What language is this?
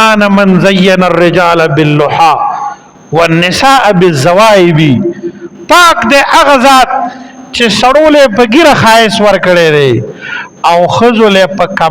Pashto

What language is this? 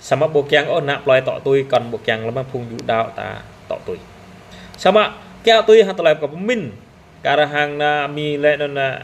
Jarai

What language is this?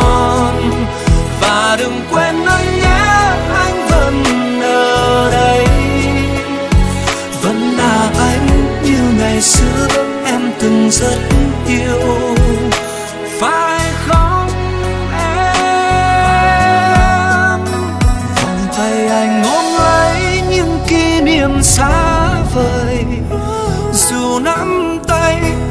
Vietnamese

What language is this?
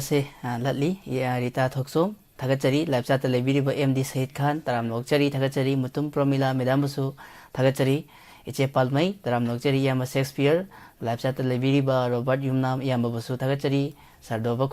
Manipuri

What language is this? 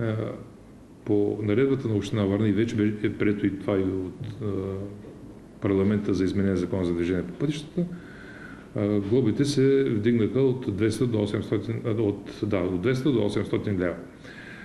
Bulgarian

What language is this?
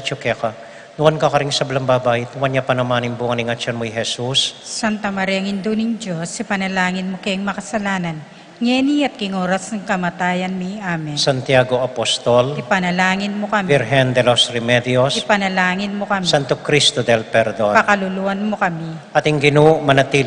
Pampanga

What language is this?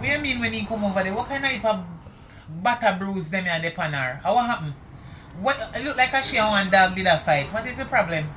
Jamaican Creole English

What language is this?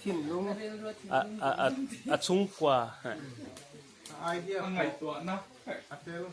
Paite Chin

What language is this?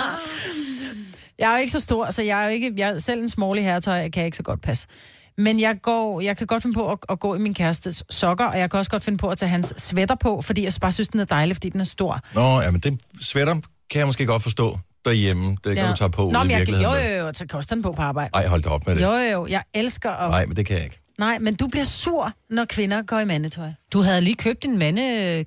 Danish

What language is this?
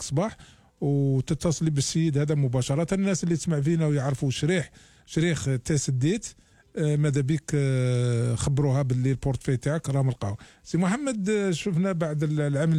Algerian Arabic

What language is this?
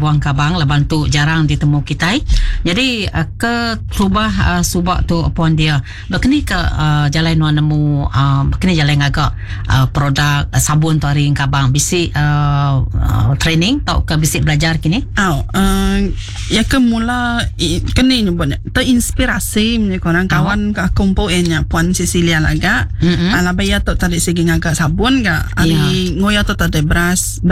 Iban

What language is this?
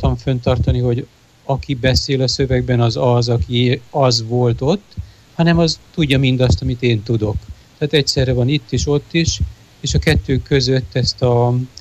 Hungarian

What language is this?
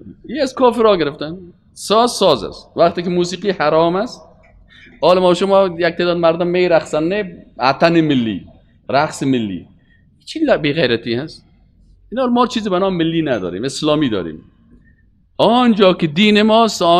Persian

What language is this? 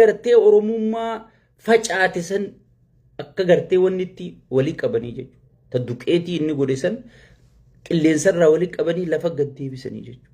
Oromo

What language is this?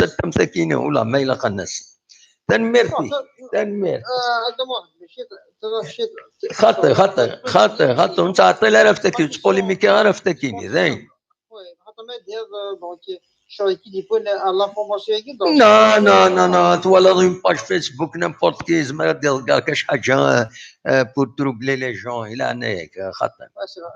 Kabyle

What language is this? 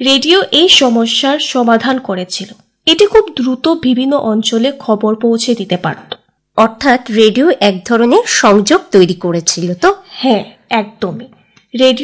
Bangla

